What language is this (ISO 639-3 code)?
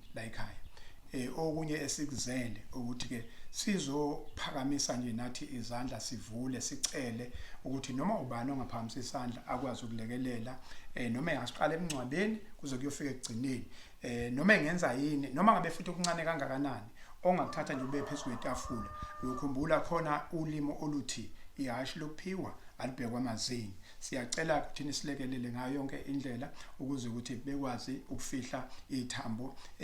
zul